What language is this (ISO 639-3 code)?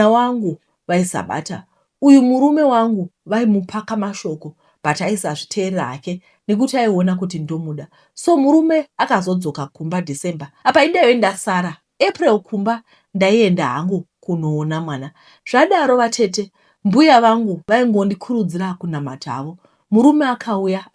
sna